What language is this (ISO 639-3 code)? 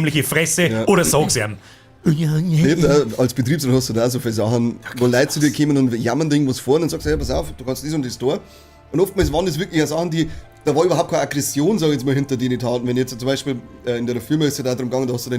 bar